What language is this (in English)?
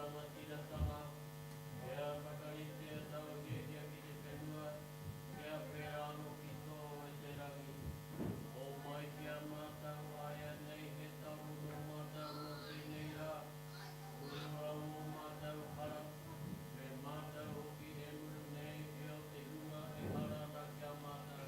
Māori